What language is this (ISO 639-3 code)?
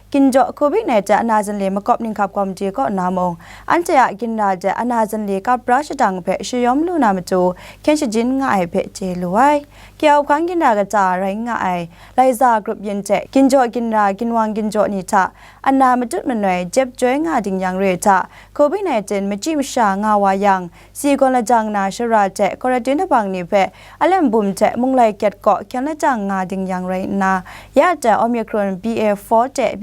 kac